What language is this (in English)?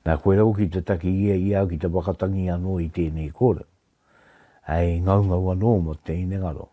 Māori